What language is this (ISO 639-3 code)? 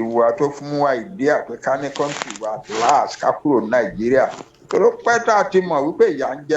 yor